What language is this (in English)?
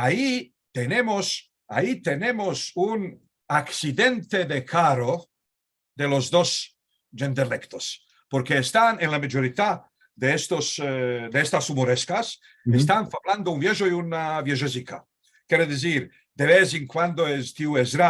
Ladino